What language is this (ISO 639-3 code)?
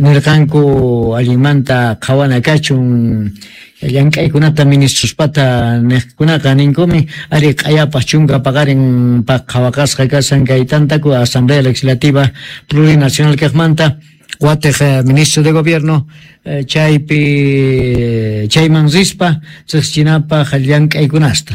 quh